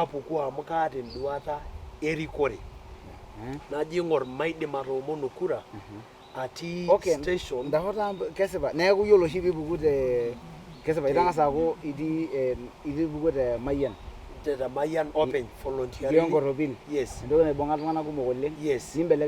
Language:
Masai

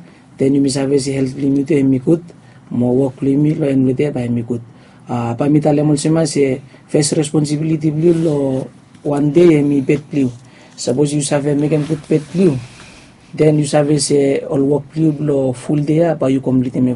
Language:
Bislama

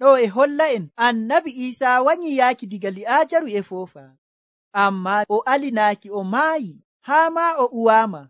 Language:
Nigerian Fulfulde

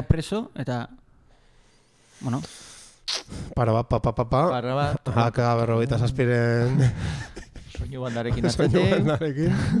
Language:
Basque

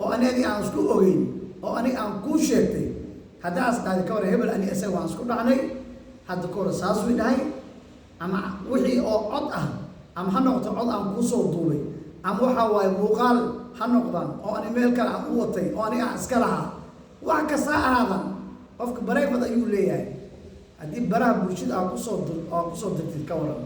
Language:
Somali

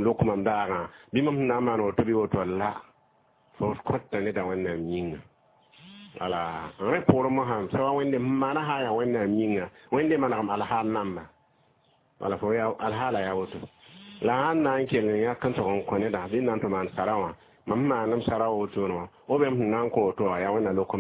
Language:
Mossi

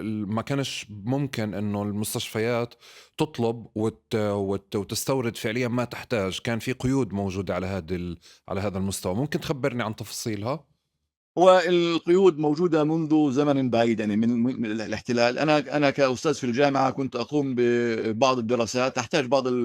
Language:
North Levantine Arabic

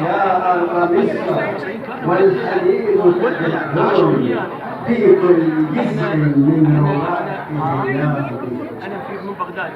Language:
Egyptian Arabic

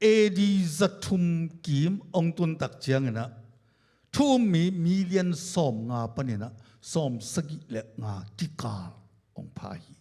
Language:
Tedim Chin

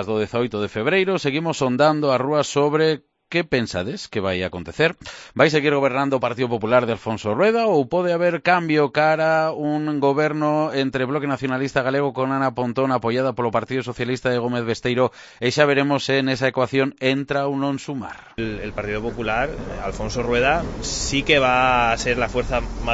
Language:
Galician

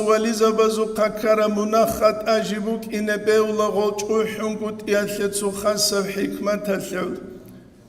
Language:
Avaric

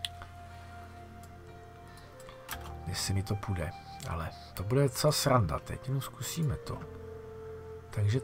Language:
Czech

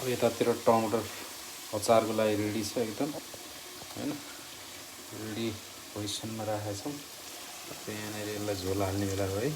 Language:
Nepali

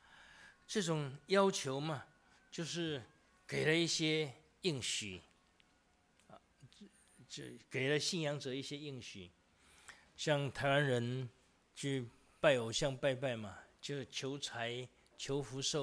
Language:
Chinese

